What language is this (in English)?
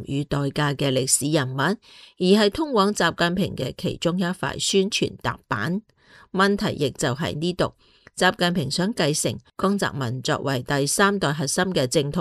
Cantonese